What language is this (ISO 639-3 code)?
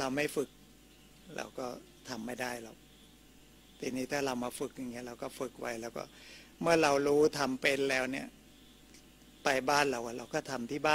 tha